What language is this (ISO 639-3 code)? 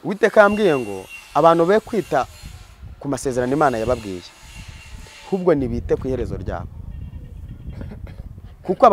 kin